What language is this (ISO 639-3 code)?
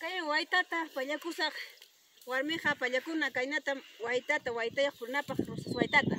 quy